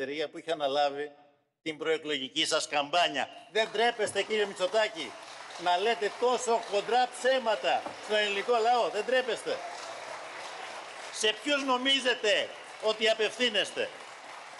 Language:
Greek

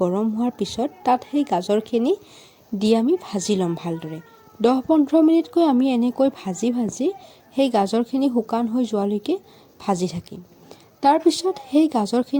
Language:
Assamese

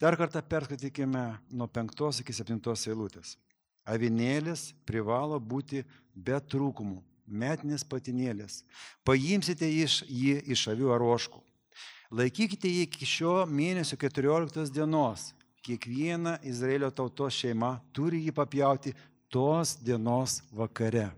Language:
Lithuanian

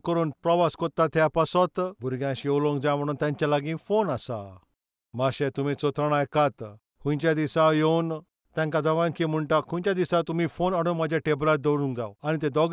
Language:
Konkani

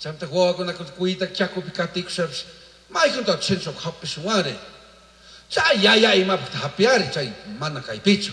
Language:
Chimborazo Highland Quichua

